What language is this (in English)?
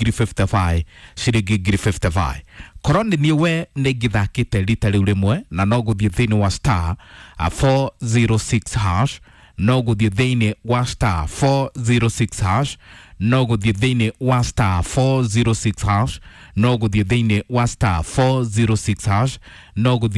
Kikuyu